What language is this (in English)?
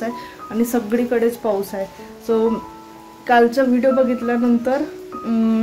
Marathi